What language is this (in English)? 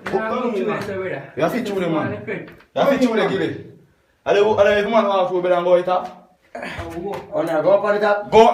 Jamaican Creole English